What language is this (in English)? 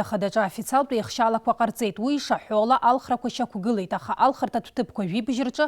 Abkhazian